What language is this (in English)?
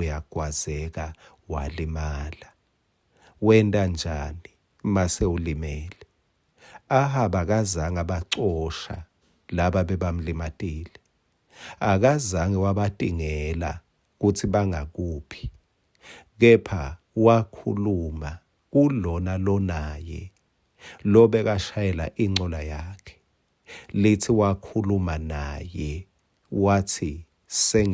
Swati